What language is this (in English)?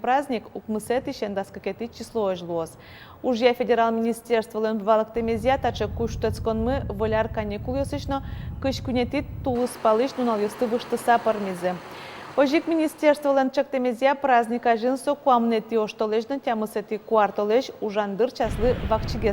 Udmurt